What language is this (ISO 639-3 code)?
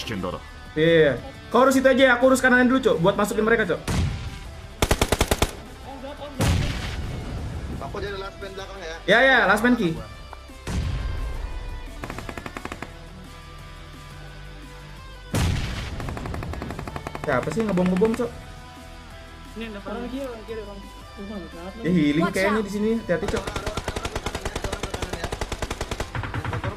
ind